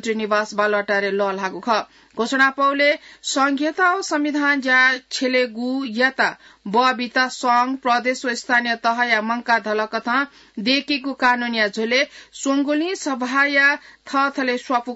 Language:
Newari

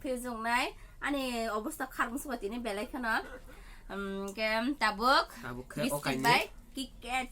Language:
Kok Borok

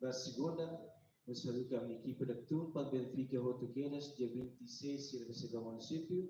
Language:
Tetum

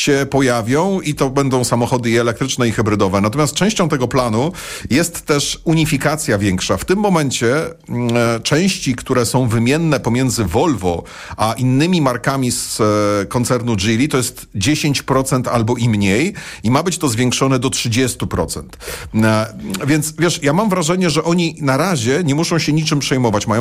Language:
Polish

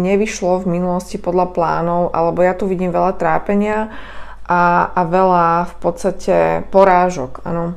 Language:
Slovak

